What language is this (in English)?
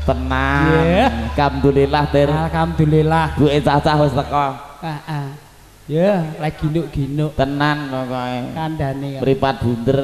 Javanese